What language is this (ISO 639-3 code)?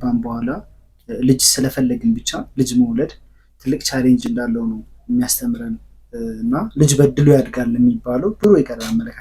amh